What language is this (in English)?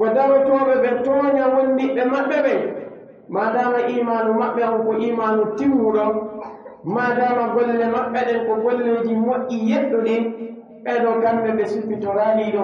Pular